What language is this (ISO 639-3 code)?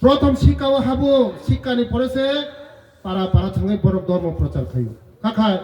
ria